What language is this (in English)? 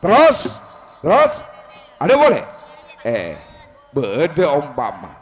Madurese